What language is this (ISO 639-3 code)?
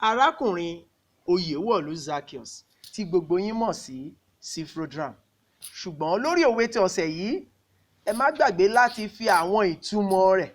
yor